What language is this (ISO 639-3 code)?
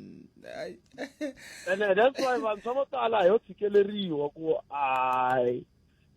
tso